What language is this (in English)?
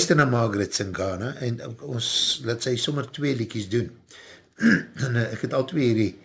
Afrikaans